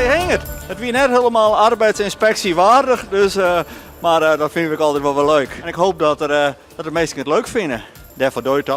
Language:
Western Frisian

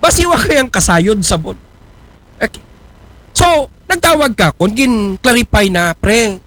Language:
Aklanon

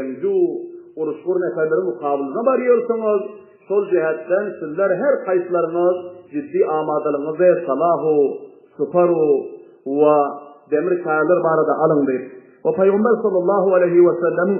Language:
Turkmen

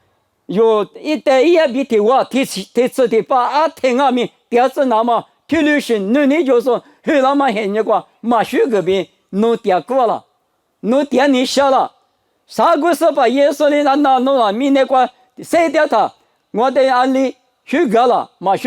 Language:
Lisu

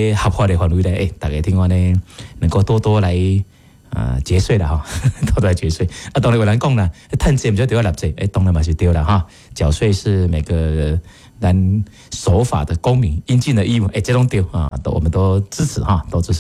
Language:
Min Nan Chinese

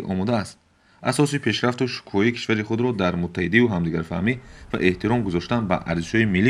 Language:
Tajik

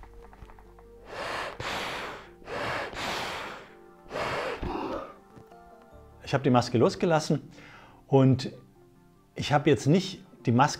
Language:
German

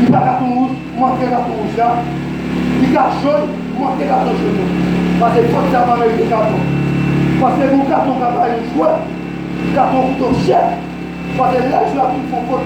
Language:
Haitian Creole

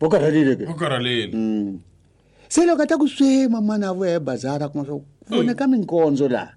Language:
Tsonga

